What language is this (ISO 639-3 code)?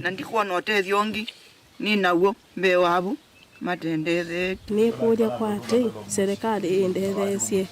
kam